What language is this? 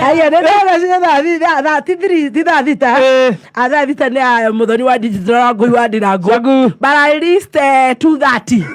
Kikuyu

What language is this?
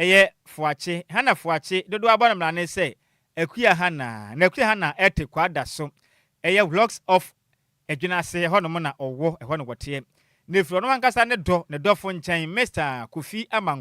Akan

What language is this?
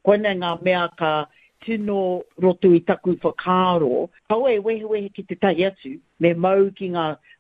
Māori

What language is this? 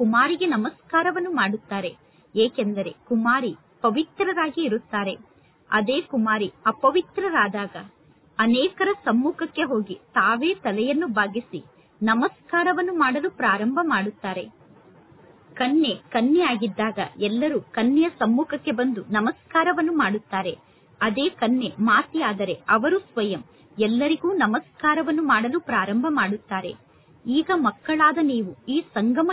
Kannada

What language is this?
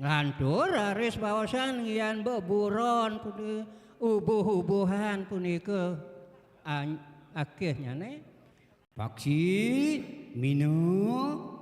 Balinese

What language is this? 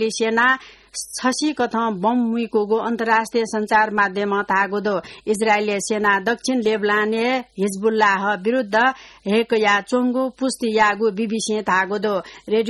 Newari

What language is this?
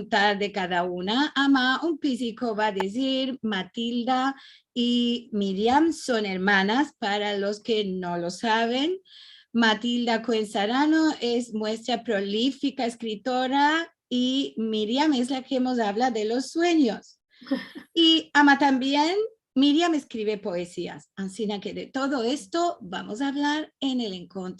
Ladino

